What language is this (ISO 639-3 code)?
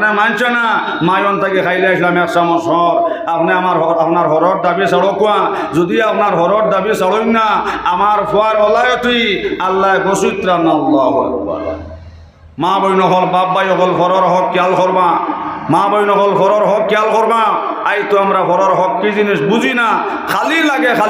syl